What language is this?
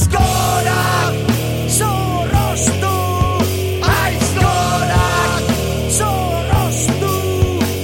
Basque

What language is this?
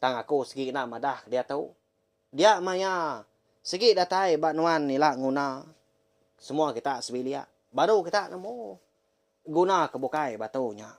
Iban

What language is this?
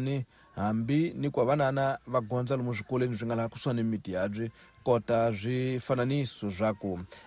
Tsonga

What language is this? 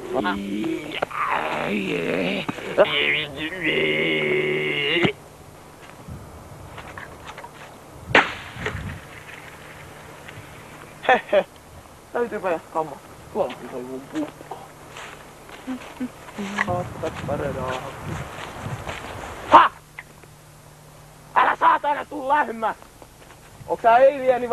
Finnish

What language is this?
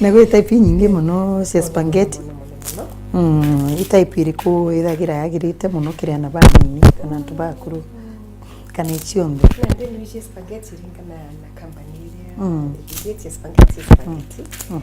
Meru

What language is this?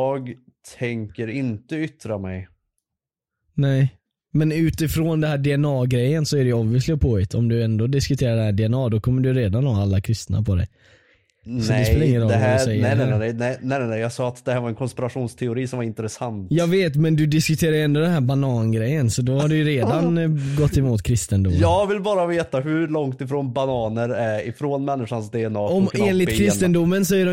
Swedish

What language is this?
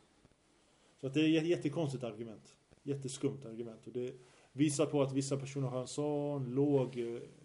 Swedish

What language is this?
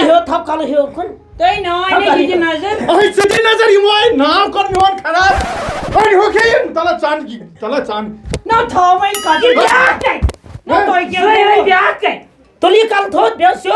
Kashmiri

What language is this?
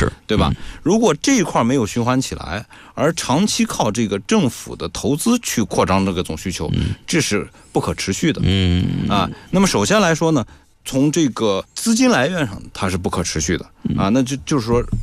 Chinese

